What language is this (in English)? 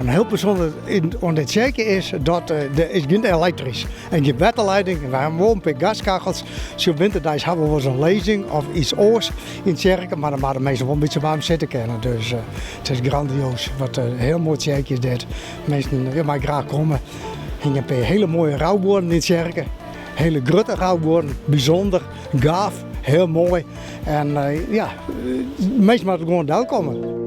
Western Frisian